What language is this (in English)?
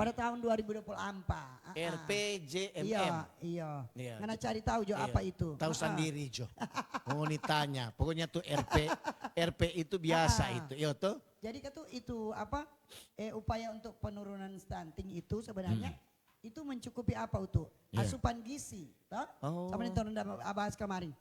Manado Malay